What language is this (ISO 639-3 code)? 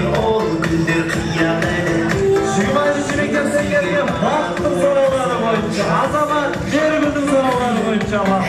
kaa